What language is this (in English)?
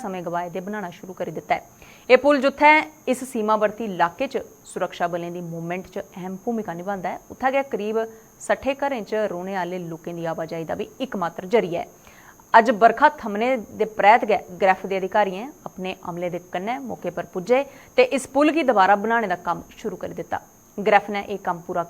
Dogri